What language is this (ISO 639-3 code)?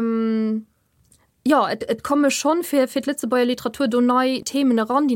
ltz